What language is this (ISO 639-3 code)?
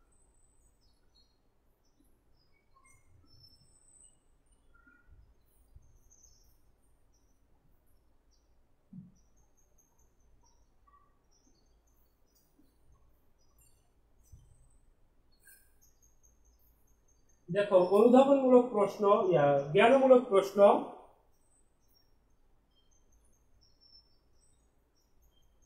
ben